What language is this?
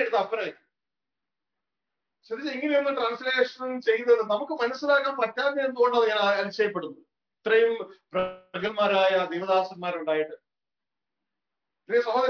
Malayalam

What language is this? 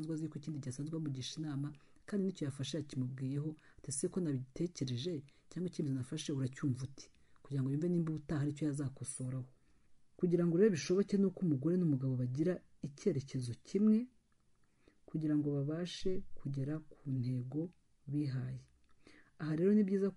Kinyarwanda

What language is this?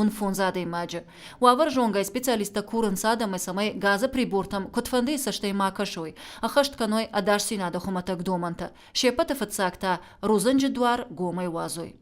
Ossetic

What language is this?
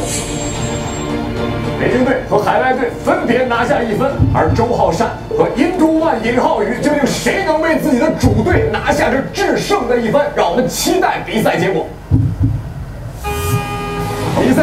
Chinese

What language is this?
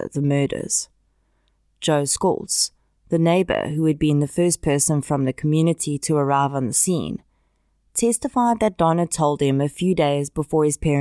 English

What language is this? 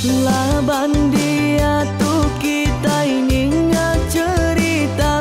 Iban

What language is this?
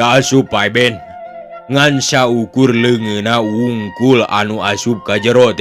Sundanese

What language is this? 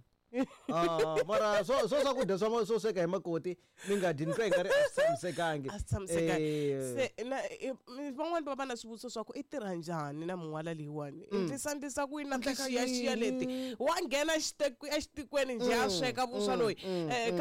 Tsonga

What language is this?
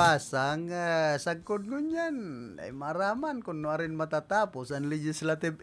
Bikol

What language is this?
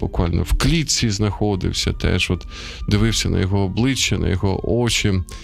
Ukrainian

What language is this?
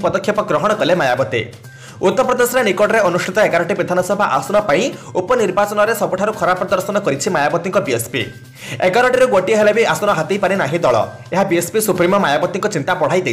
Odia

